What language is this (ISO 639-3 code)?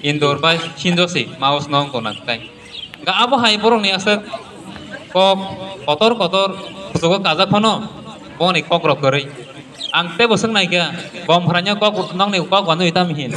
trp